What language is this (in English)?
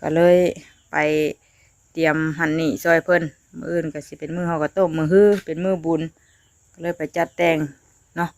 Northeastern Thai